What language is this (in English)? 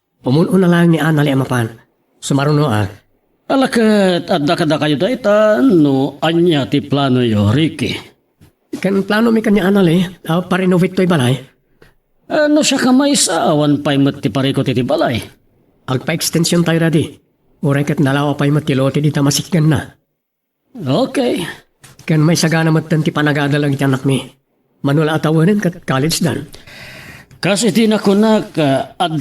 Iloko